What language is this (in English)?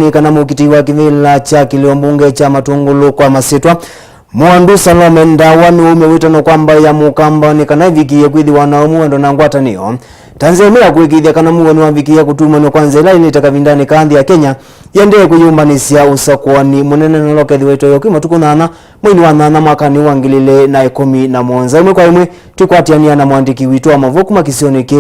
Kamba